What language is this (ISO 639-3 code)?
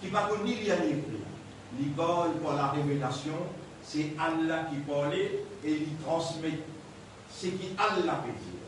mfe